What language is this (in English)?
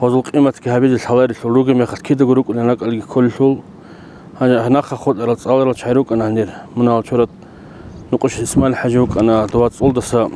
Avaric